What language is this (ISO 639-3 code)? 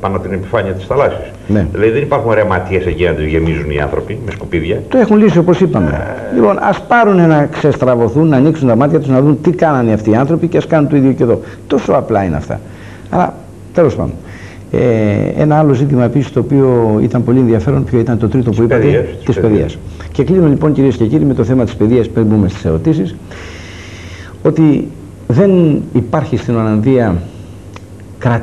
ell